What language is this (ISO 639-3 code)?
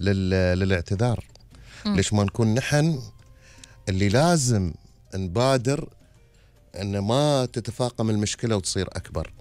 afb